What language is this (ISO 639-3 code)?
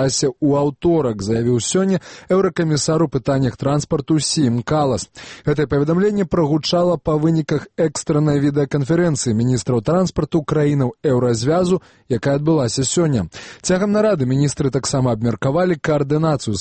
bel